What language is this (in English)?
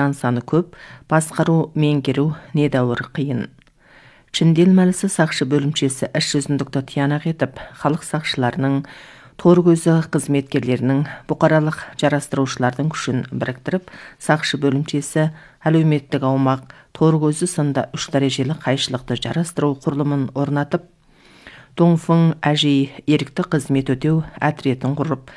Kazakh